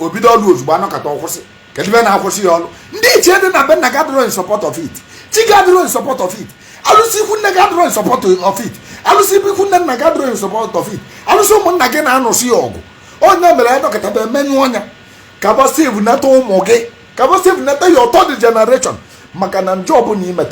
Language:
Igbo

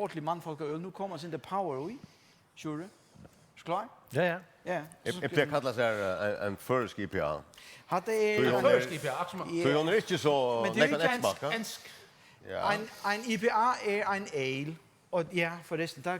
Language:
Faroese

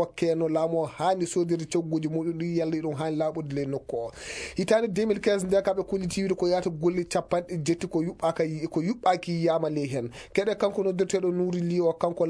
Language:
Fula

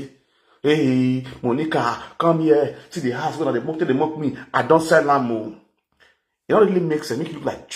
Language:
Nigerian Pidgin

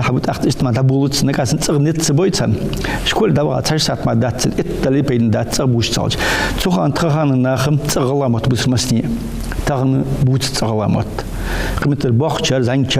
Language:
Ingush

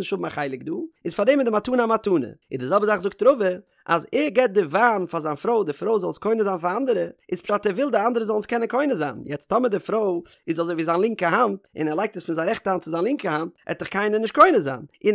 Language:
Yiddish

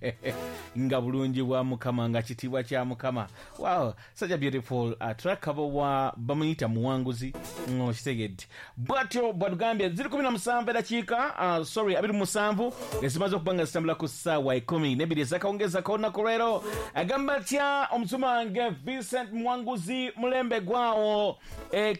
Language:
Ganda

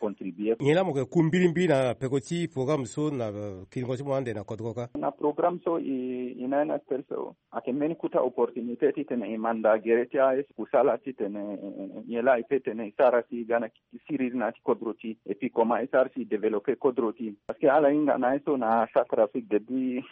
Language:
Sango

